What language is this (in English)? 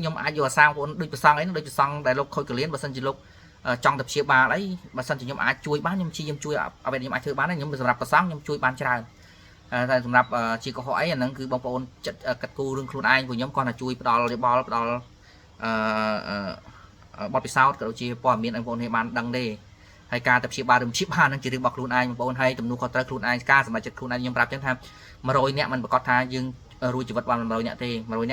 Khmer